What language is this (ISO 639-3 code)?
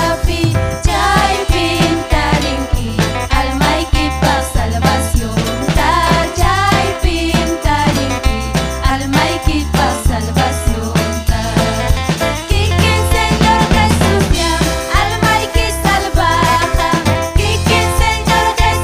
quy